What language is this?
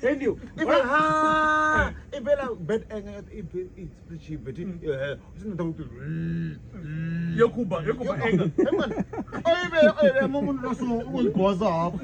Venda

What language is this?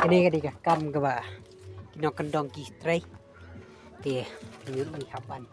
Khasi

